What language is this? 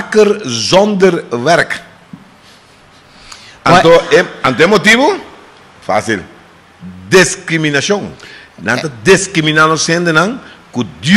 Portuguese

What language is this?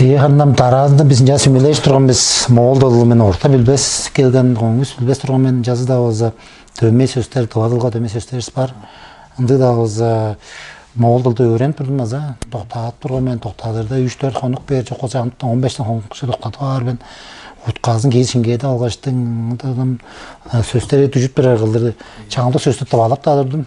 Tuvinian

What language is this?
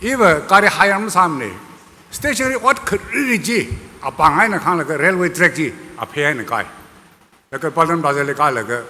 Tangkhul Naga (India)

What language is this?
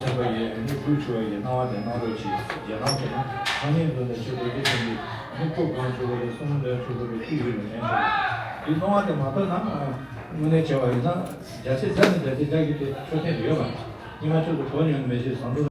Tibetan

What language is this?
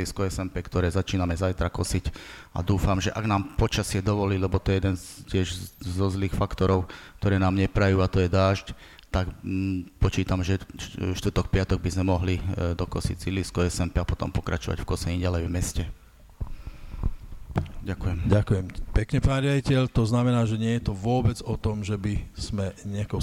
Slovak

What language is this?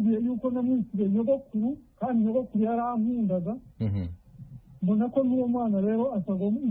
Kinyarwanda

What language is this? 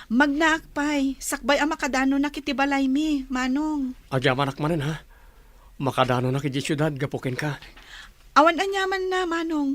Iloko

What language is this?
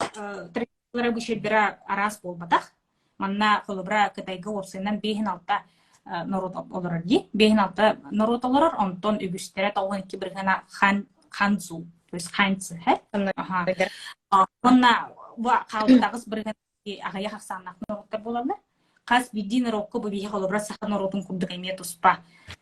Yakut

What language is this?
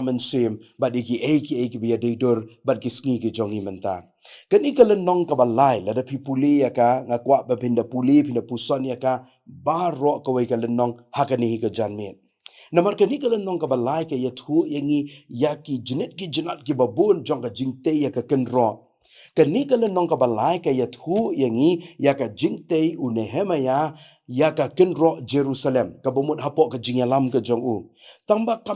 Khasi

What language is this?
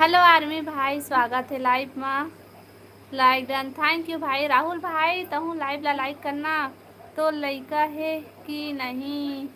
Chhattisgarhi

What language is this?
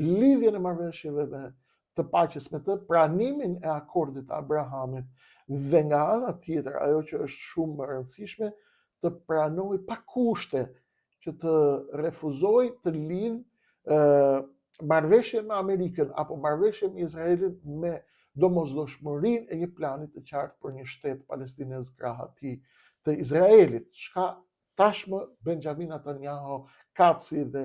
Albanian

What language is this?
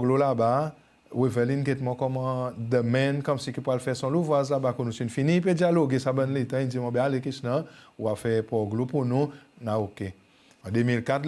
Seselwa Creole French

